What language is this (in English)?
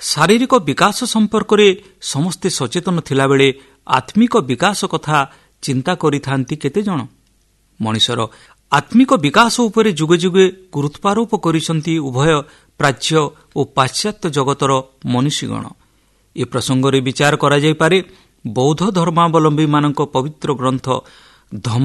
Odia